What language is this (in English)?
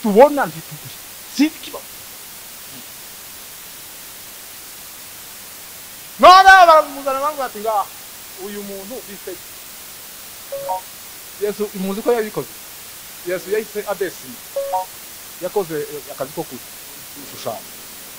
Kinyarwanda